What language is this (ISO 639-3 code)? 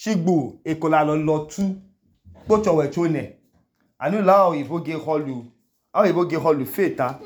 idu